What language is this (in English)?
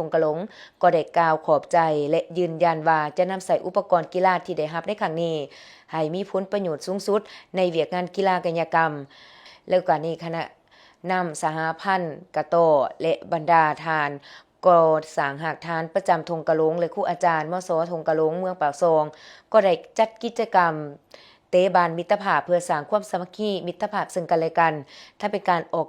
Lao